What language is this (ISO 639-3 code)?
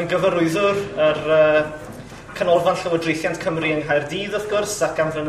cym